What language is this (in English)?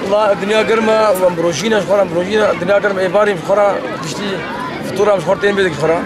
Kurdish